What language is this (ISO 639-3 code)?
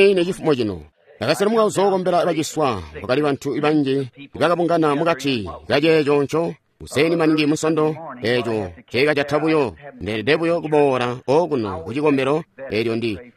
toi